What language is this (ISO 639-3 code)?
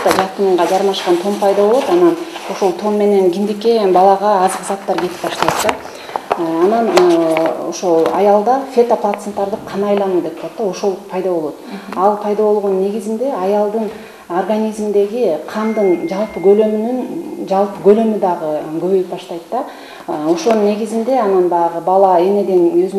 kir